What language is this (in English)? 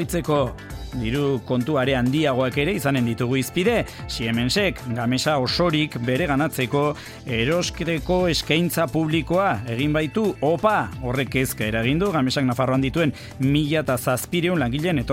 Basque